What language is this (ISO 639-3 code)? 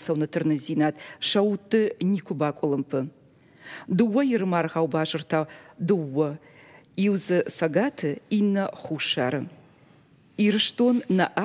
oss